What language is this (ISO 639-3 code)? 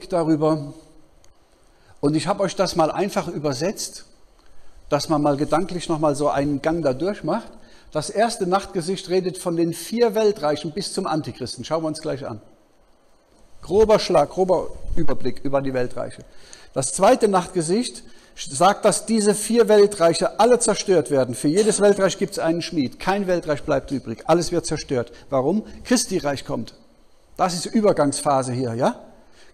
deu